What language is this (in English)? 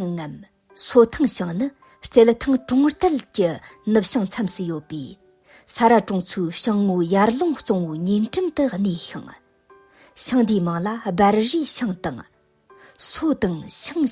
Tibetan